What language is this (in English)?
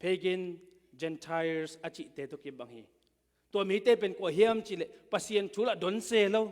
Tedim Chin